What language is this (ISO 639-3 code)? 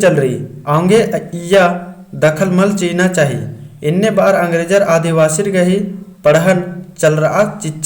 kru